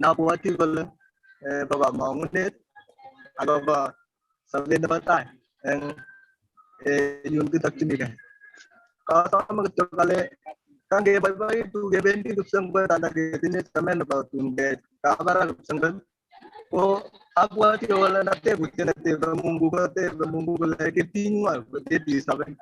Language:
Kalenjin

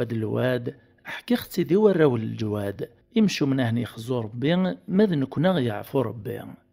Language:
Kabyle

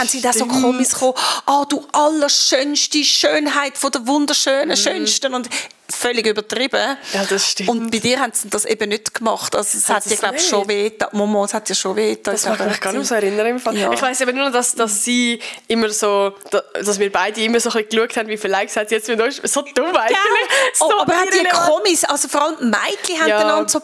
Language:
Swiss German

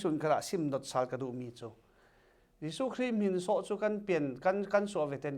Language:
Falam Chin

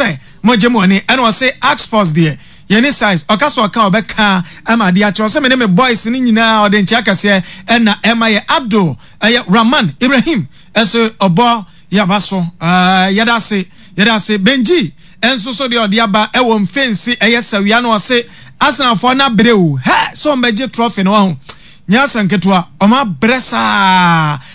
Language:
Akan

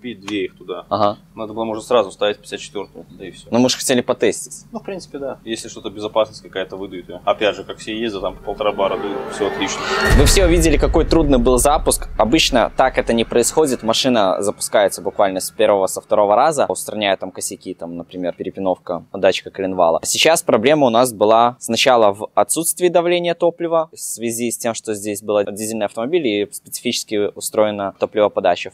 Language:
Russian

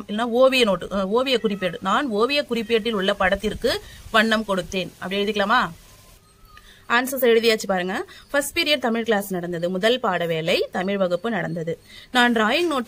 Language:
Tamil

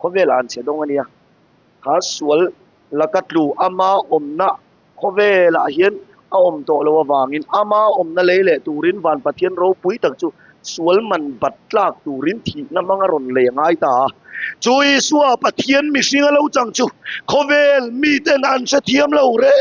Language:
Mizo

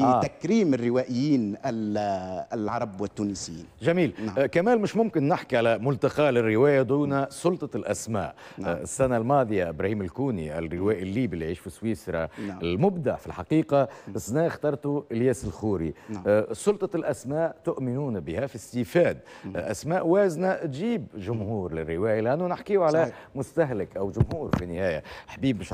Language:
Tunisian Arabic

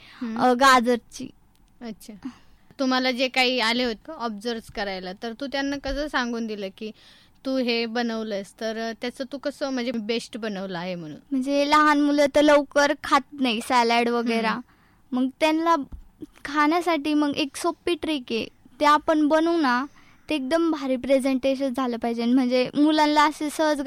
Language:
Marathi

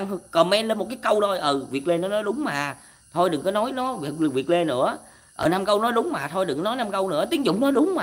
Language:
Vietnamese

